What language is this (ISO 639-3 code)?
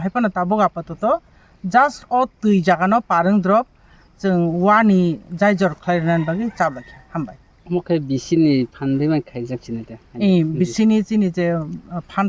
trp